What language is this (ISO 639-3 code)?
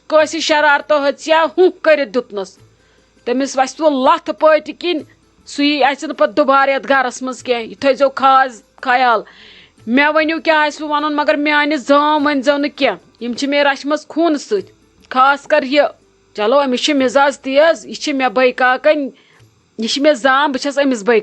kas